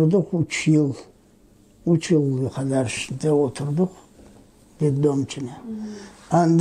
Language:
Crimean Tatar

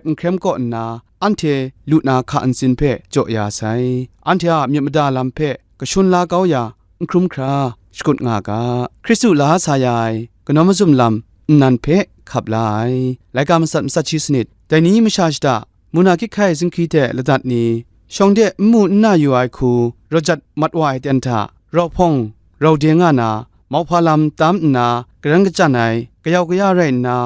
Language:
Kachin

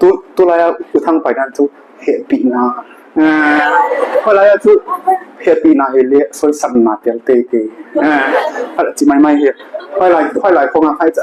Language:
Paite Chin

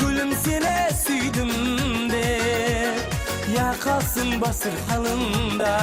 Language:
Kara-Kalpak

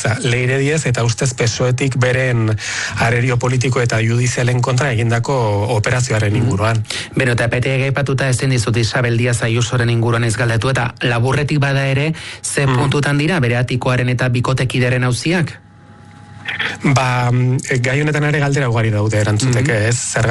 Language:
Basque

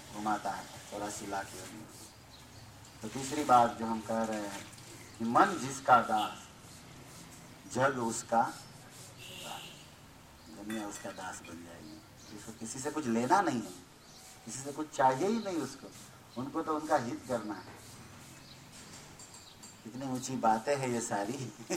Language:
Hindi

